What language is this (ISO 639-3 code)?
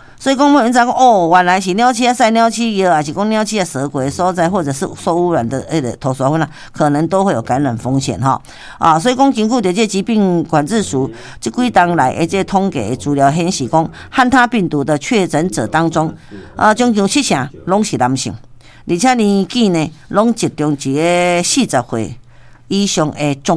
nan